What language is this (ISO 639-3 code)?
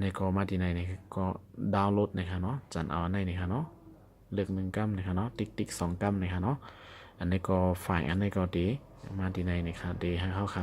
shn